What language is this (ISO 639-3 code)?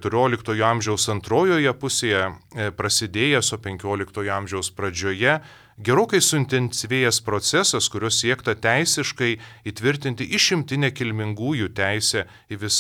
lit